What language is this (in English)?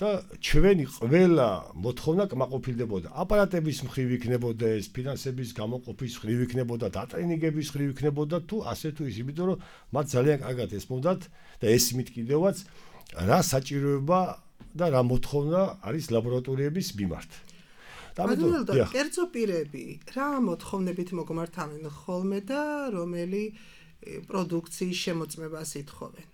Georgian